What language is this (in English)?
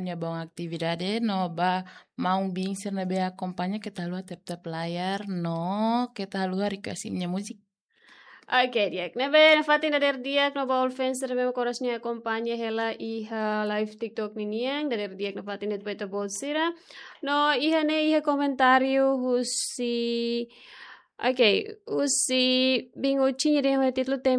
Tetum